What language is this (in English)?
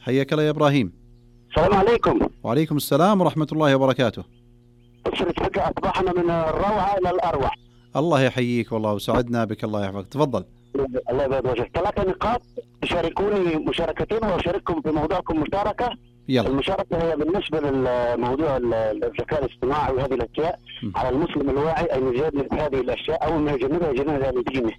Najdi Arabic